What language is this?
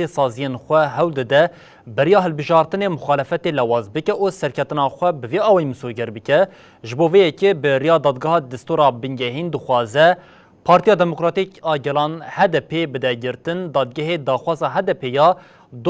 Kurdish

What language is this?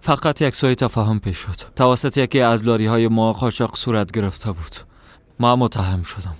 Persian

